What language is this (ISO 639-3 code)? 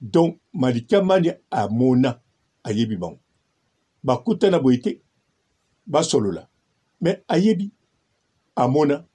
lin